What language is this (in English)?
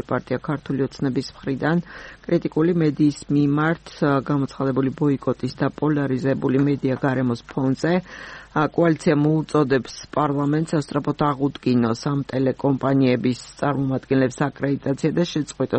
Georgian